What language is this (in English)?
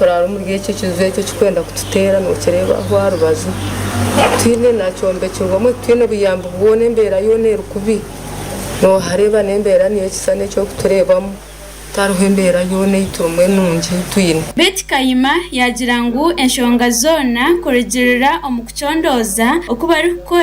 Nyankole